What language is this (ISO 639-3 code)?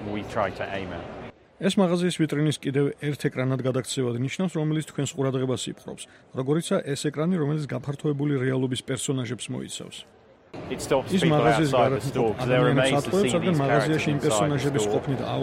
kat